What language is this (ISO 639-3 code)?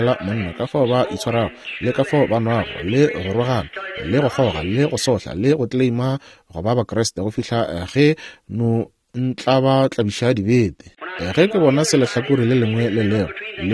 nso